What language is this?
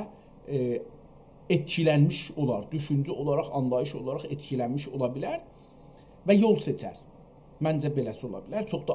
South Azerbaijani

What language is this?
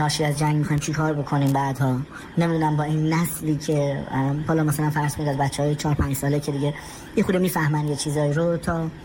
Persian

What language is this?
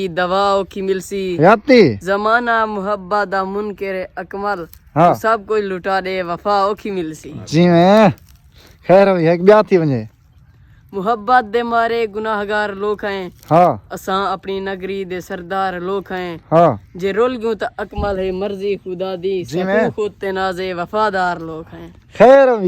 Saraiki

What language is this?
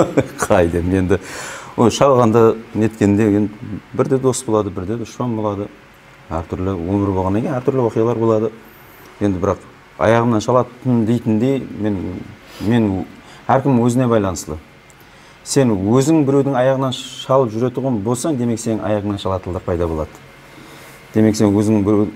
Kazakh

